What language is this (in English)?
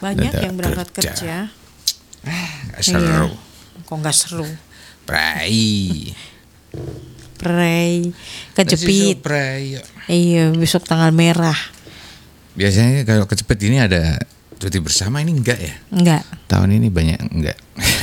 Indonesian